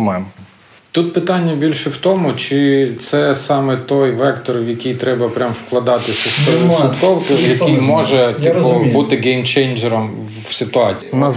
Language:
Ukrainian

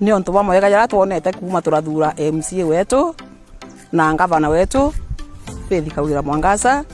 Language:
Meru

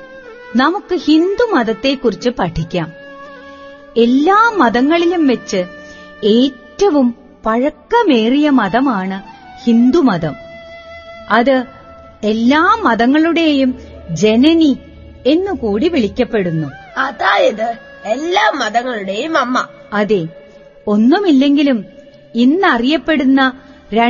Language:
Malayalam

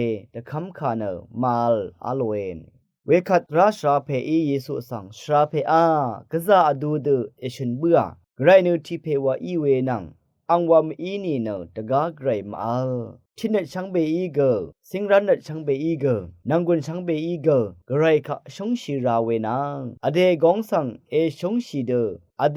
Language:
Rawang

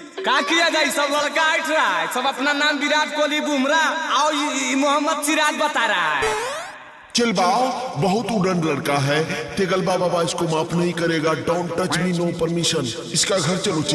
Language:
Magahi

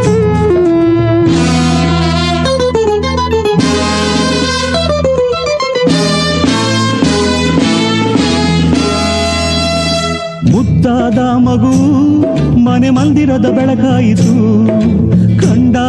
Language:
Kannada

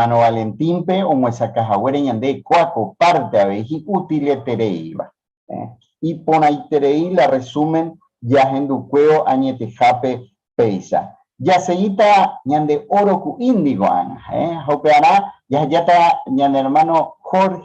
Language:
Guarani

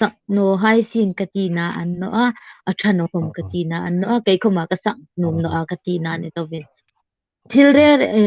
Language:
Hmar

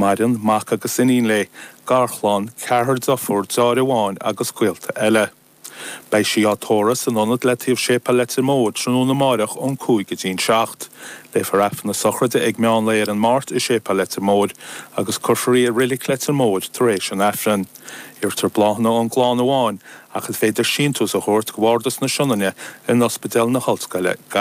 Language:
Irish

